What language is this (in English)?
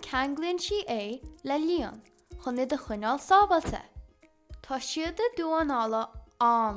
Irish